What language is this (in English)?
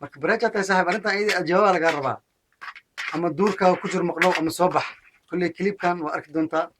Somali